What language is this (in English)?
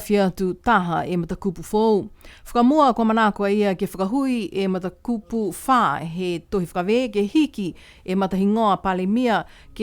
Niuean